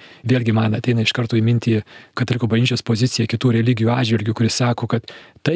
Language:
Lithuanian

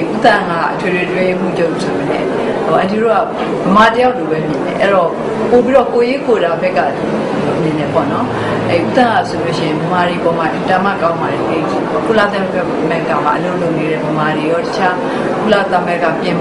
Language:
Burmese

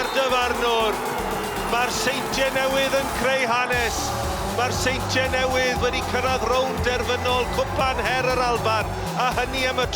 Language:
Welsh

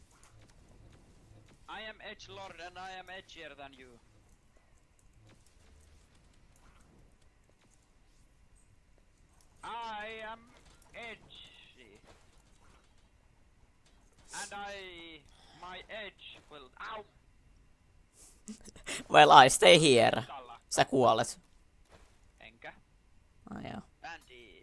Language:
Finnish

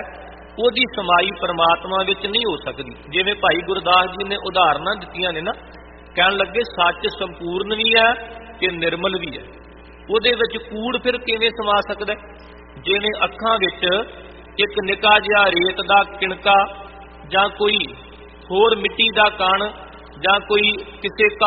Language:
Punjabi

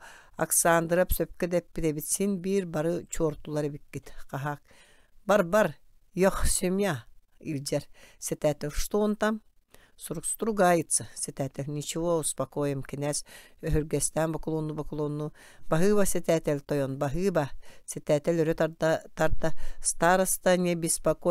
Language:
Yakut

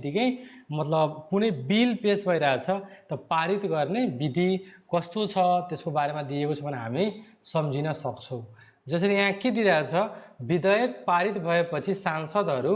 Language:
Nepali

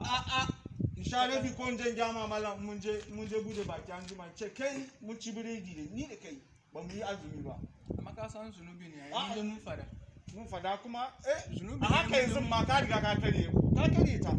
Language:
Hausa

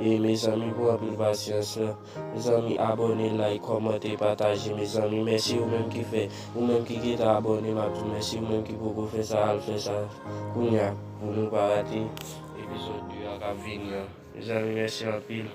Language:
Haitian Creole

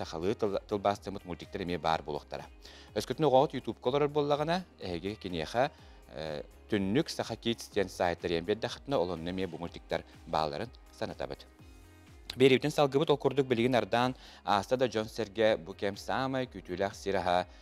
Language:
Yakut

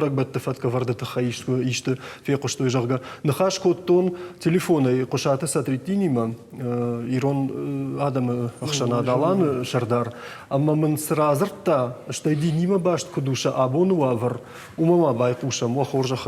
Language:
Ossetic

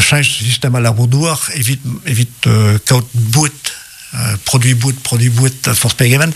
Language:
Breton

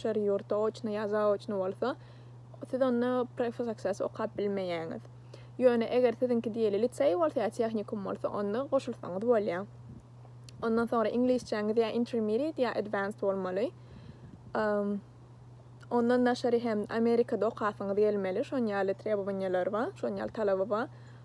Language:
Turkmen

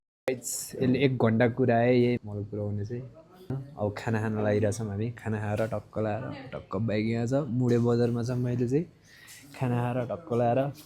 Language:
Nepali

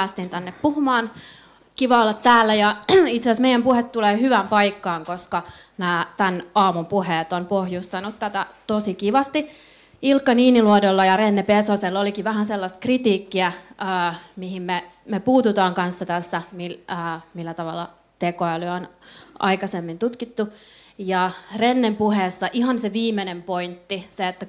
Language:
Finnish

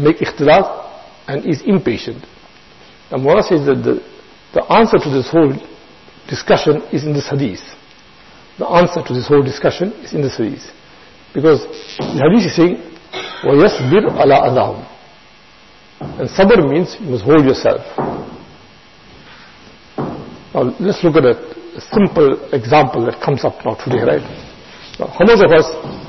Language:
English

